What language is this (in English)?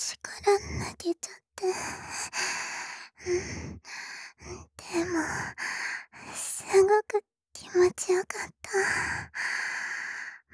Japanese